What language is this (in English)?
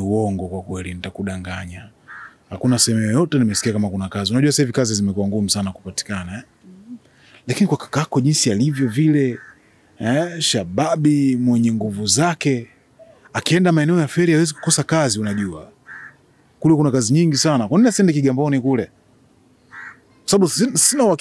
Swahili